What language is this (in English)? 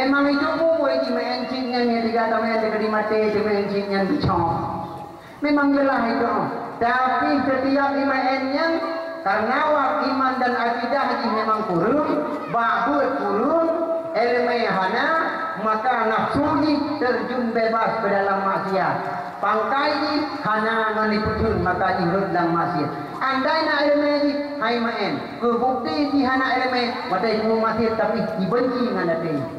Achinese